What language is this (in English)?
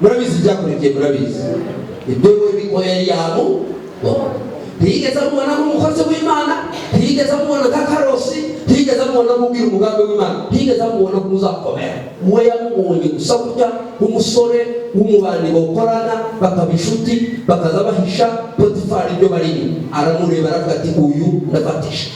Kinyarwanda